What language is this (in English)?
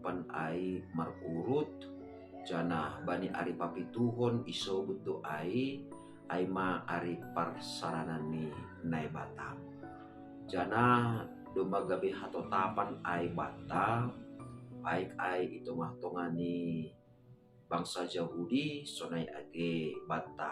Batak Simalungun